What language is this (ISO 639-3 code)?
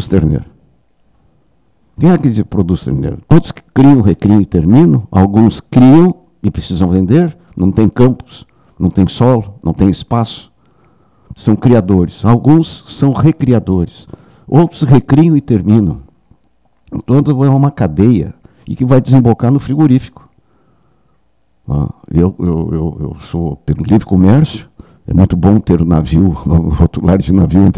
por